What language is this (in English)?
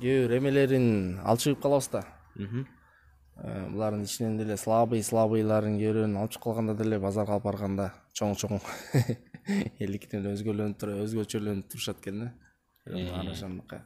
Kyrgyz